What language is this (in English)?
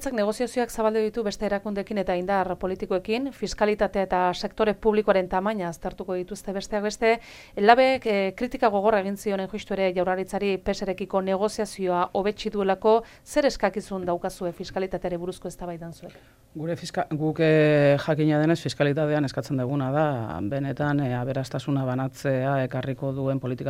Basque